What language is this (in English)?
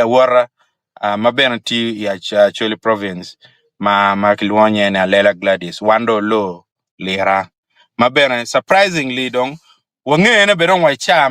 Acoli